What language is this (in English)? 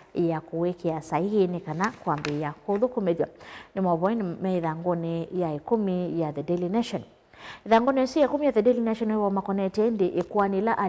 Kamba